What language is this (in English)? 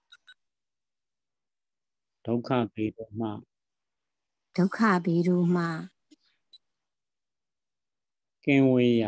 Burmese